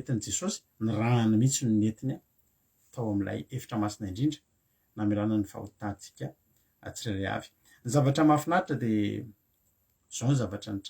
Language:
Malagasy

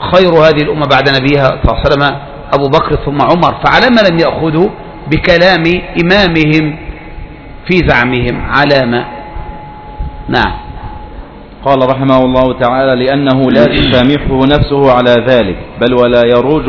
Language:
Arabic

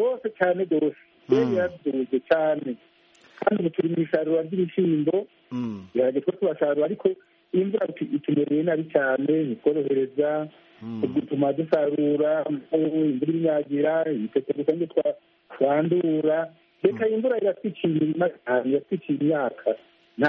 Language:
Kinyarwanda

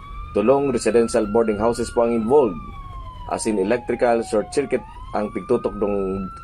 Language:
Bikol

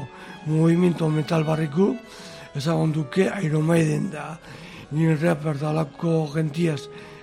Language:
Basque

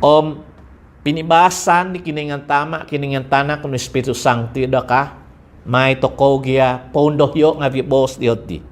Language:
Central Dusun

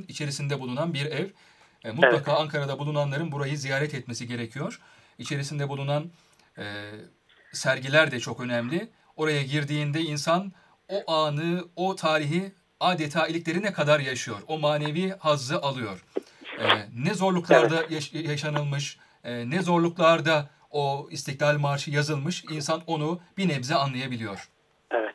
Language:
Turkish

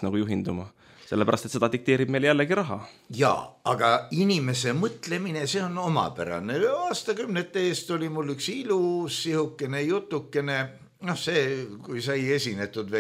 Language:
Estonian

